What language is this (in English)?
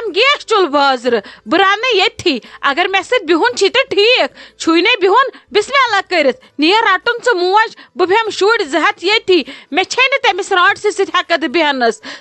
Kashmiri